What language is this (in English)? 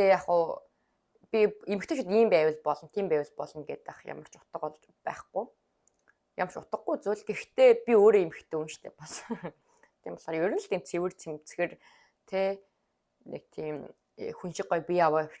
Mongolian